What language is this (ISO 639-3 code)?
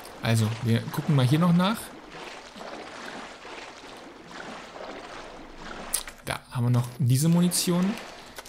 deu